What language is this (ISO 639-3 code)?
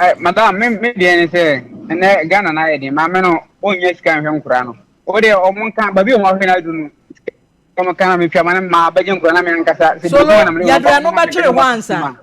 aka